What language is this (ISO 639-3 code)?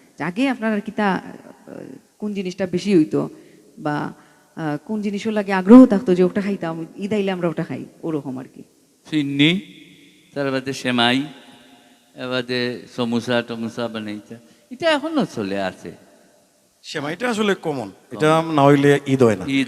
syl